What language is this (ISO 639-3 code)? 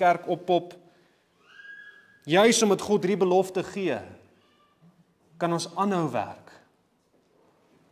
afr